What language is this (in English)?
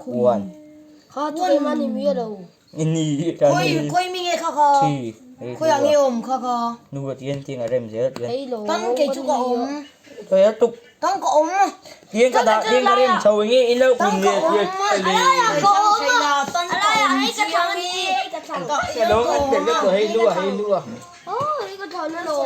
Mizo